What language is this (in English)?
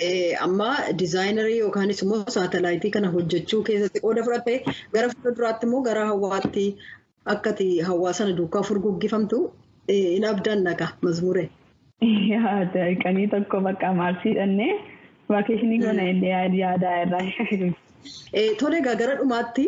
Oromo